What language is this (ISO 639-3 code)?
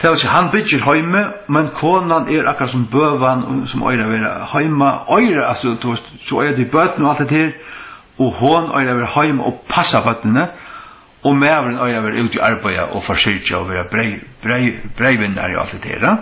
fao